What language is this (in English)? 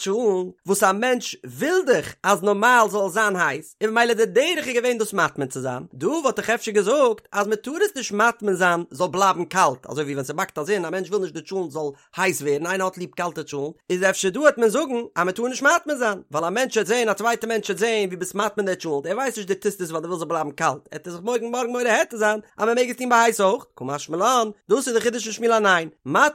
Yiddish